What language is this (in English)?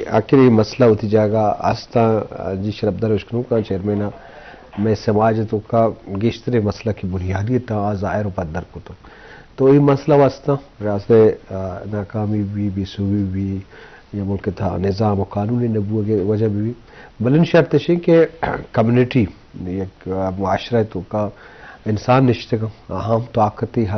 Eastern Balochi